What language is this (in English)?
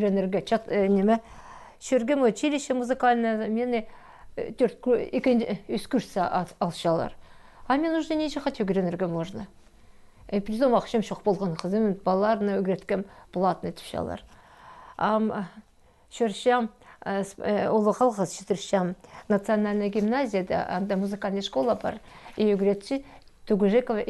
Khakas